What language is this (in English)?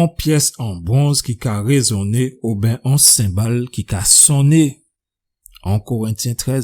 Guadeloupean Creole French